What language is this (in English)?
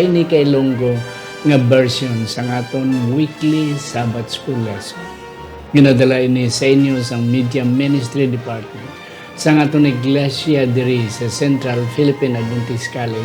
Hiligaynon